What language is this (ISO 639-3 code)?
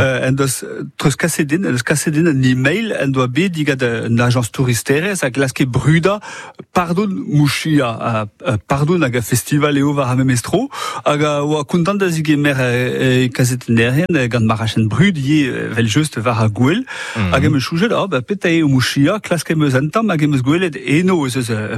bre